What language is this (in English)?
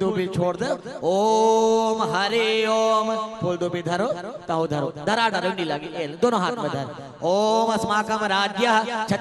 Chhattisgarhi